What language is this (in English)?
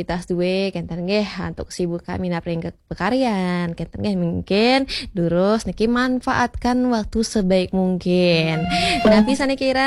Balinese